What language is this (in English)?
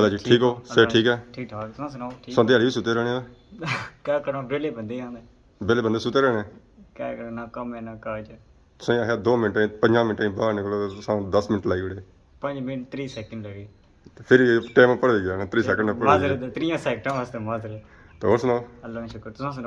Pahari-Potwari